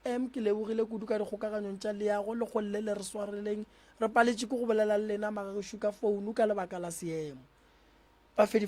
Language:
Northern Sotho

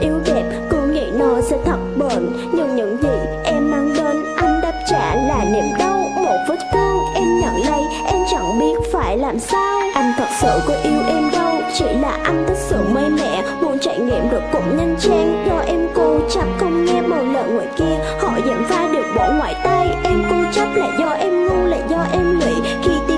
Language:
Vietnamese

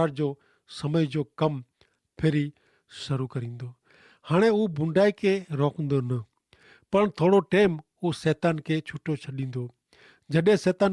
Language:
Kachhi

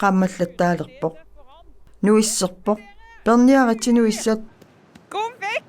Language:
Kalaallisut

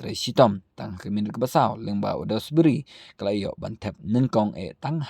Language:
Khasi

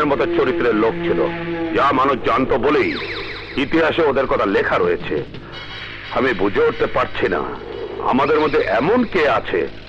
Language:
Bangla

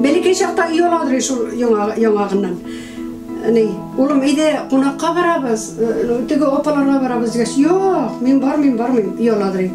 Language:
Tatar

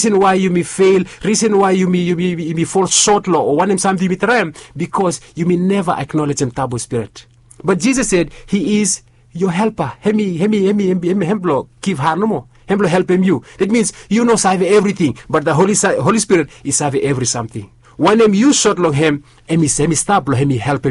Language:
Bislama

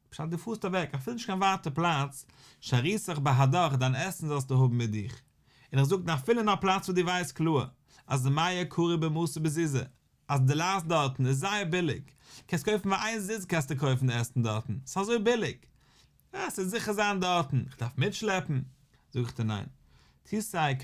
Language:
Yiddish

